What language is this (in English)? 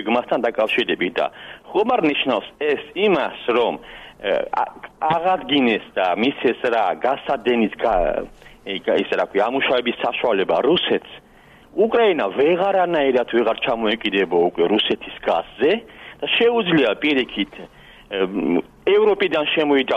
Georgian